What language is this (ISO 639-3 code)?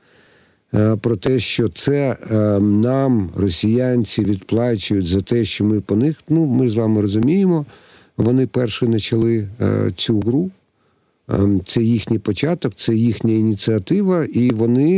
ukr